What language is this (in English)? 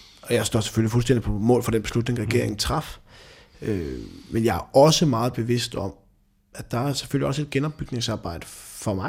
Danish